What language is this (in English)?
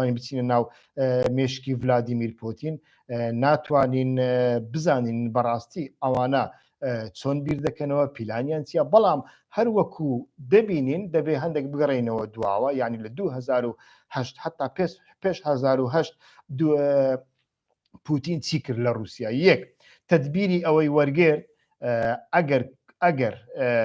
Central Kurdish